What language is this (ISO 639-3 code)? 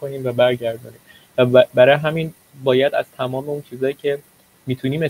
fas